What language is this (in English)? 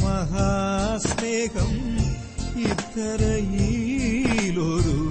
Malayalam